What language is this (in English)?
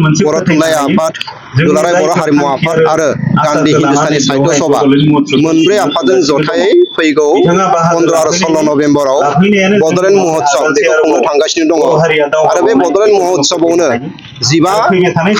Bodo